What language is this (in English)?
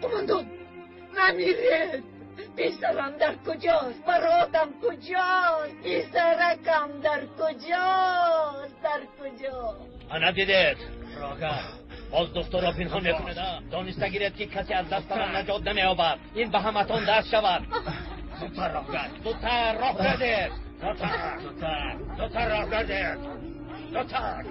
Tajik